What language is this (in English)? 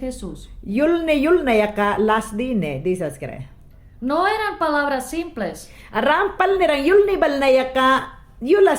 Mayangna